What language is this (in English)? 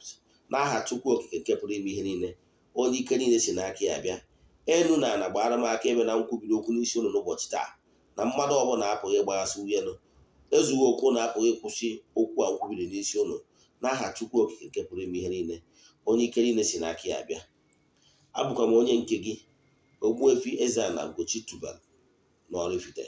Igbo